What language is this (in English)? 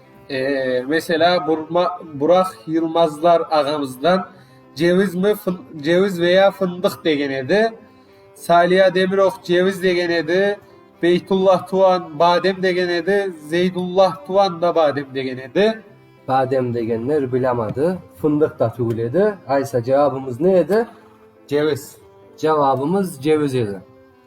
Crimean Tatar